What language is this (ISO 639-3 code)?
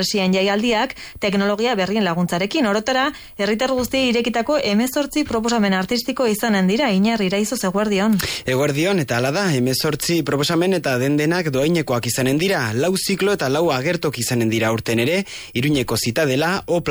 eus